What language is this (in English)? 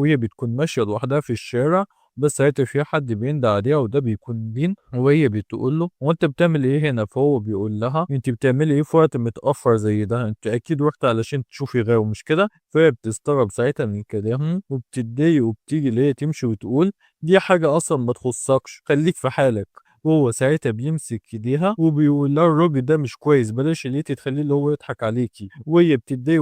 Egyptian Arabic